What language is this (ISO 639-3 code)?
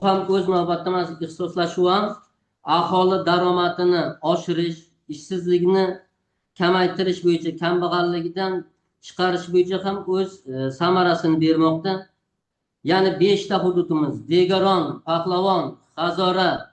uzb